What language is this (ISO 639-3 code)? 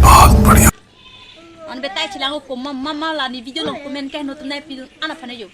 mjw